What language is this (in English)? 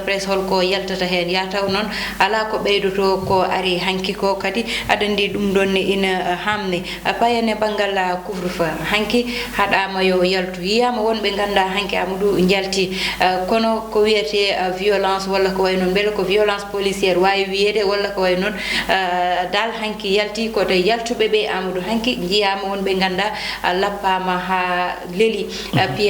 Fula